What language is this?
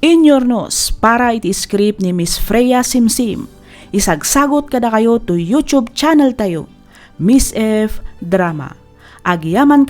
Iloko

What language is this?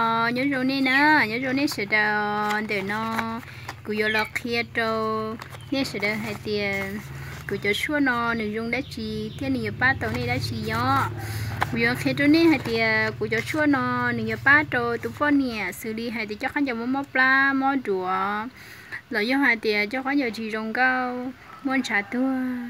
Hmong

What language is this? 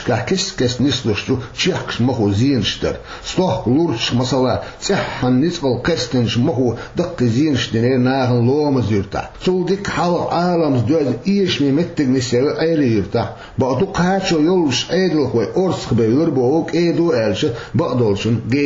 Chechen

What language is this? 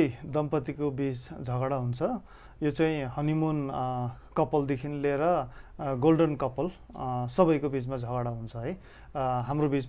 Nepali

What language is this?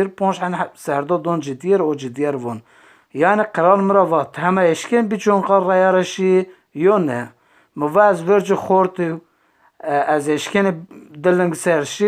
Zaza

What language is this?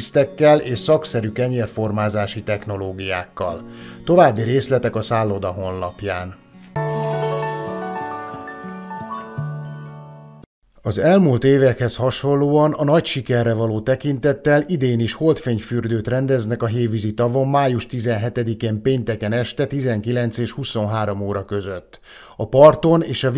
Hungarian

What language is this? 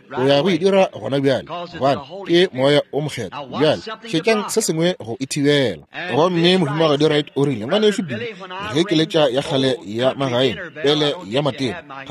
Northern Sotho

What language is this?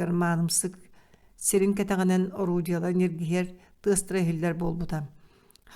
Yakut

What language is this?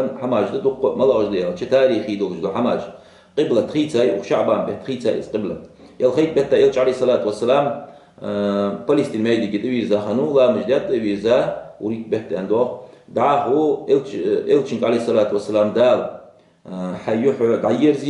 Ingush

